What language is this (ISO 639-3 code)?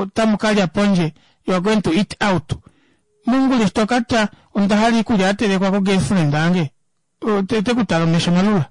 kua